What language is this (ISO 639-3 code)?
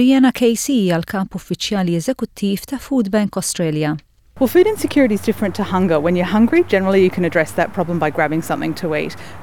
mlt